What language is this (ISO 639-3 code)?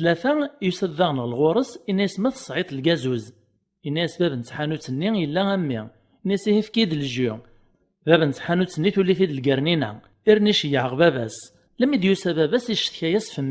kab